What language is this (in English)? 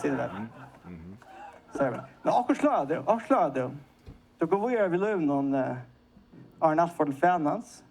Faroese